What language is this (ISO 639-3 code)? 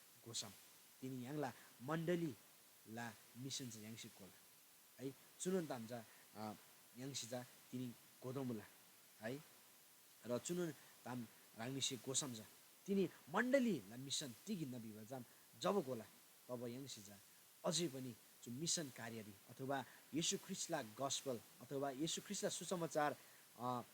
taj